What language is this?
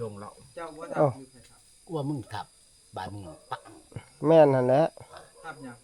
Northeastern Thai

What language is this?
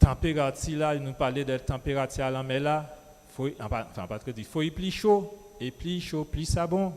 Guadeloupean Creole French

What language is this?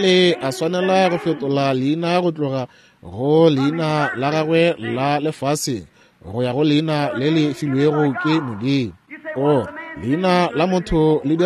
Northern Sotho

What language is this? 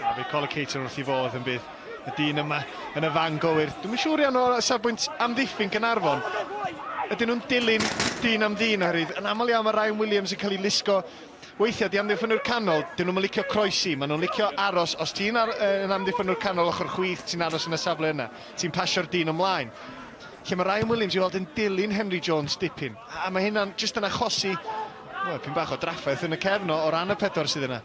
Welsh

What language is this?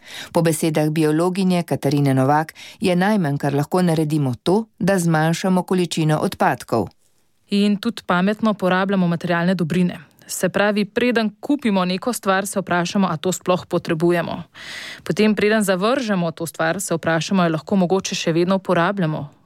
Slovenian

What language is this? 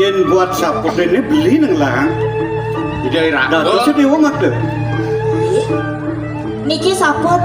Balinese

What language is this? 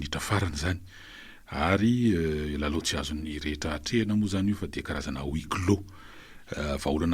Malagasy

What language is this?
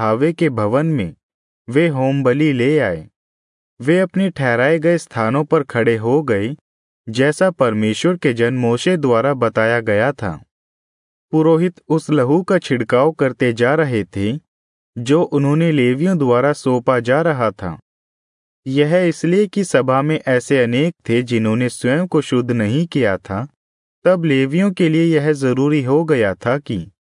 Hindi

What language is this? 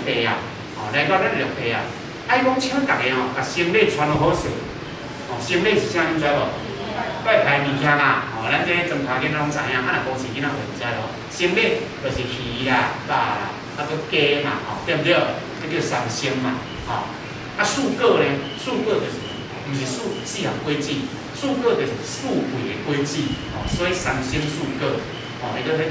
Min Nan Chinese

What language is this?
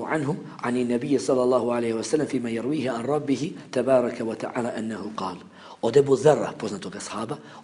Bosnian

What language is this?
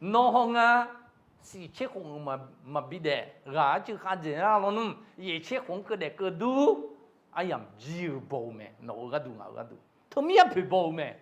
Akha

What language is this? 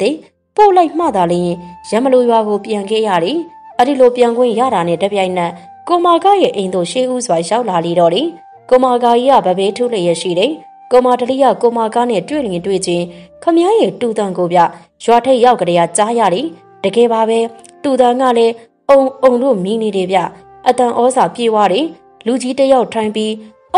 Burmese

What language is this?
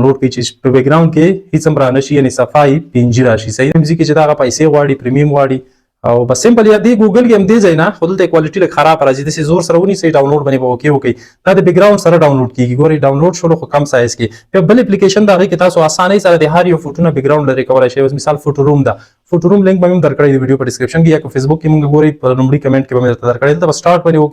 Pashto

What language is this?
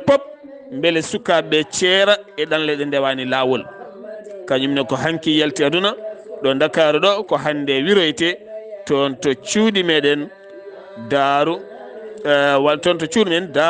Fula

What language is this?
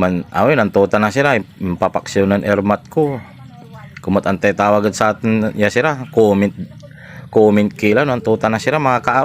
Pangasinan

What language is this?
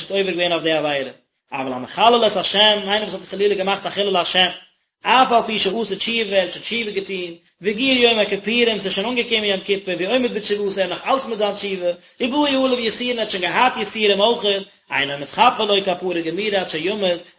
Yiddish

